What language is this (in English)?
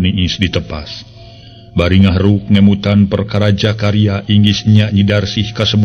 Sundanese